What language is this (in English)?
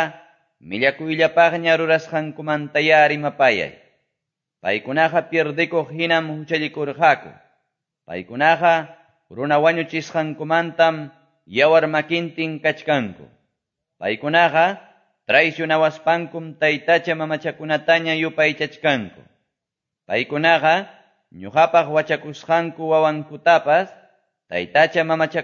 Quechua